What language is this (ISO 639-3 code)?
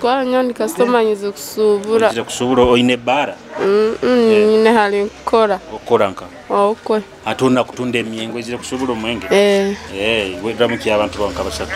nyo